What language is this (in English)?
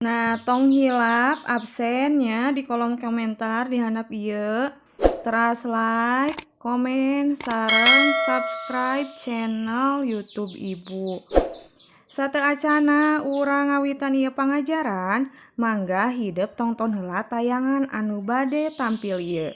Sundanese